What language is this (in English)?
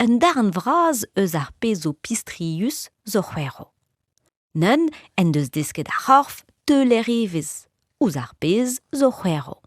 Breton